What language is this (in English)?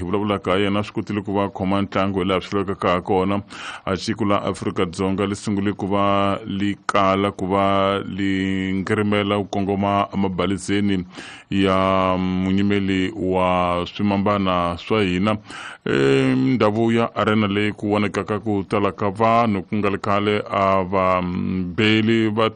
Tsonga